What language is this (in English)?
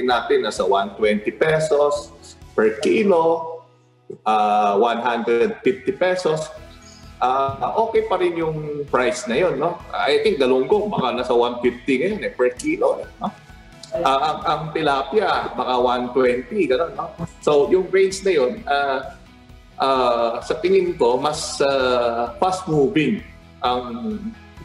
Filipino